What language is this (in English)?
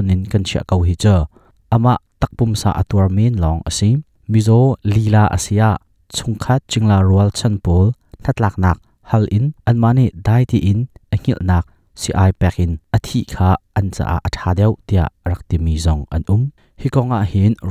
Hakha Chin